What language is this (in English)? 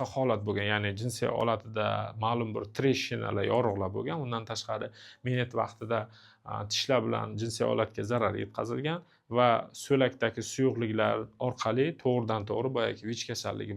Uzbek